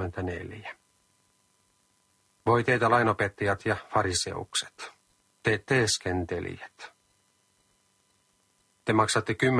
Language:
Finnish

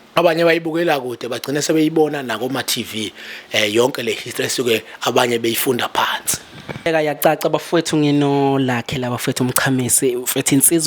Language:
Zulu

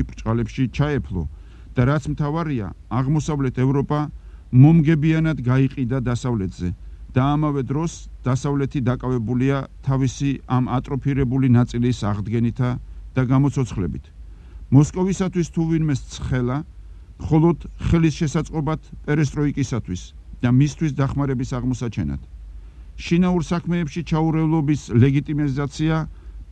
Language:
Georgian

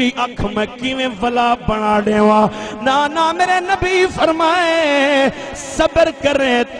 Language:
Saraiki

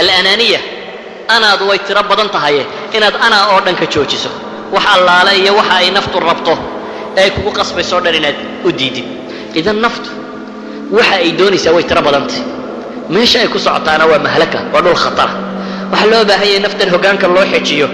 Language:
Somali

